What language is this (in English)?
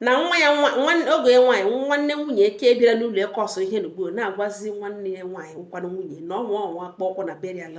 Igbo